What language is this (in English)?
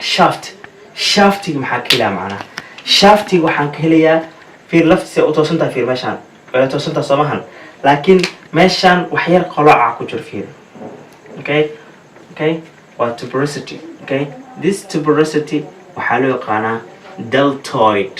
Somali